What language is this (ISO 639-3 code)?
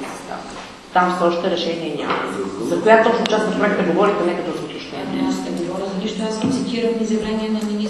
bul